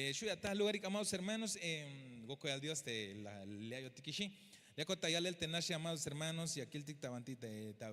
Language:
Tzeltal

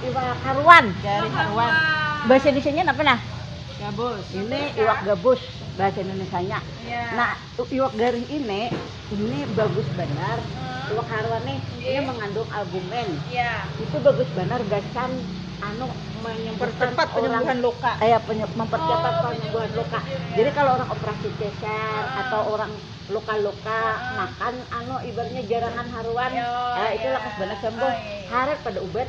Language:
Banjar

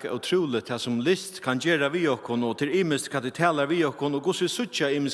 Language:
Faroese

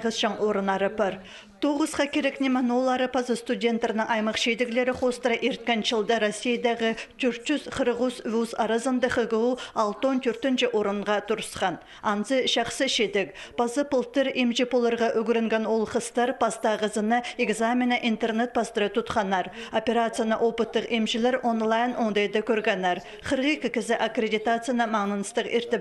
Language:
Khakas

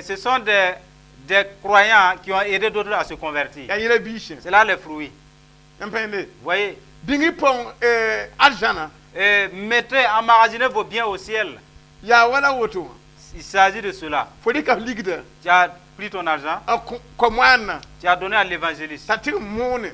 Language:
Mossi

